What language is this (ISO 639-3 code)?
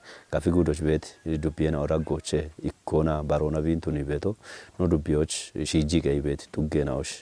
kbr